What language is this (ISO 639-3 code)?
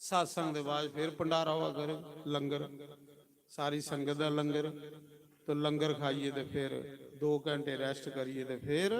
doi